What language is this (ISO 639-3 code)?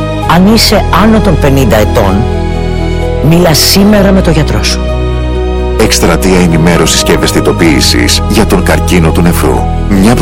ell